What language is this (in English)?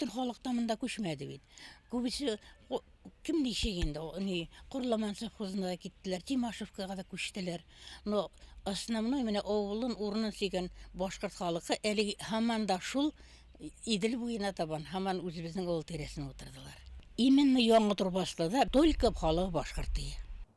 Bashkir